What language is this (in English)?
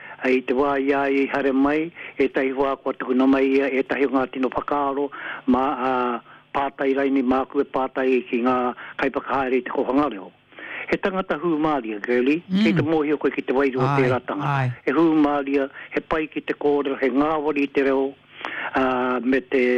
Māori